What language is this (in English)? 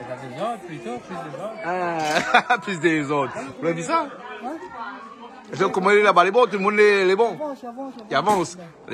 Réunion Creole French